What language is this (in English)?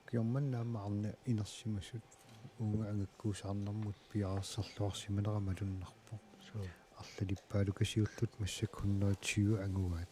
Kalaallisut